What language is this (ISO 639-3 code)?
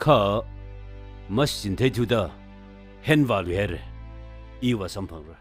nmf